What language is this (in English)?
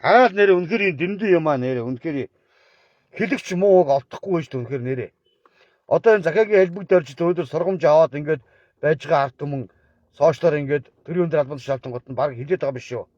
Mongolian